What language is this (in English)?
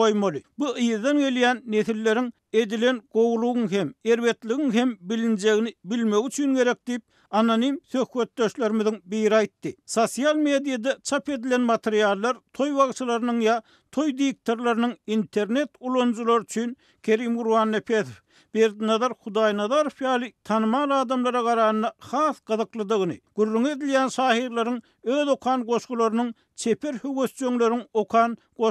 Turkmen